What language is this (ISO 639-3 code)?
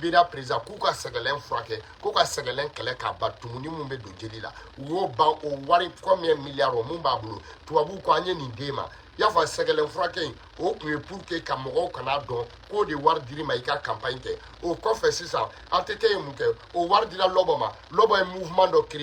bam